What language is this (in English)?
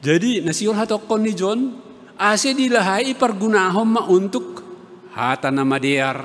Batak Simalungun